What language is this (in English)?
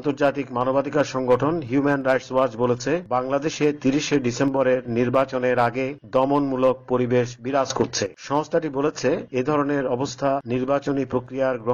Bangla